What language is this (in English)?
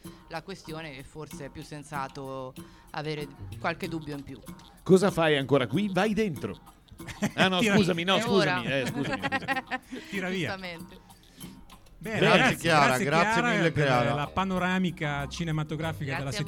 Italian